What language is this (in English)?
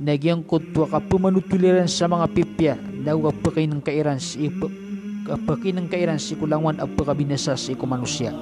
Maranao